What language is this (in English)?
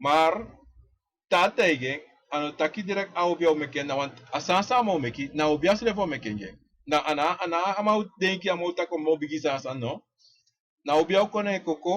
Sranan Tongo